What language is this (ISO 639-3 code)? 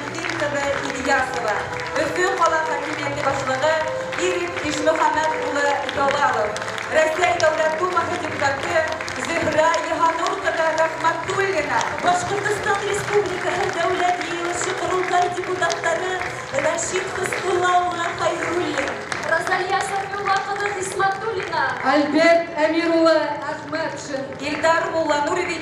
bak